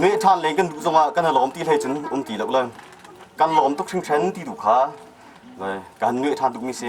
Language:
Hakha Chin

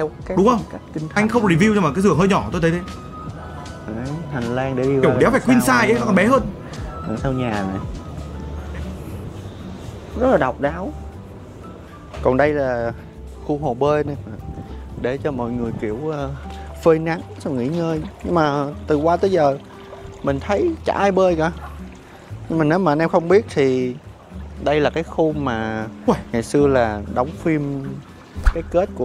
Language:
Vietnamese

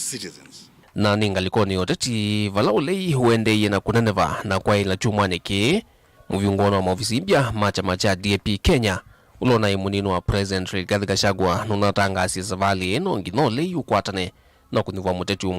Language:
Kamba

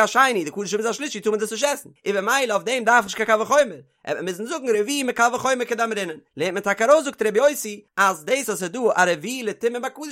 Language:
Yiddish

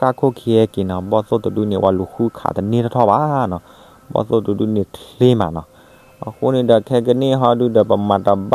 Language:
S'gaw Karen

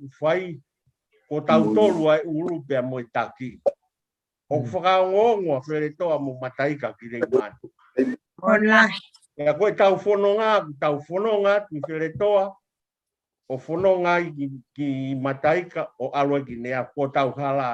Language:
Tongan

